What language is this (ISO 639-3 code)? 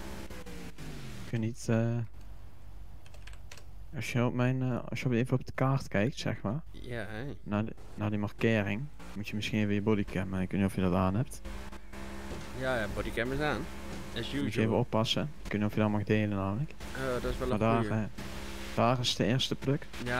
nld